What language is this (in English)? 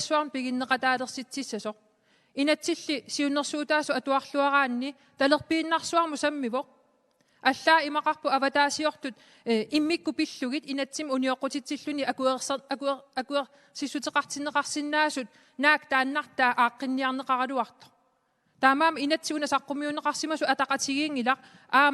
Kalaallisut